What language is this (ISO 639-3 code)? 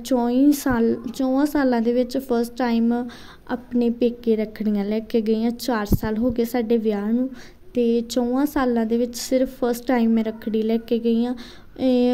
pan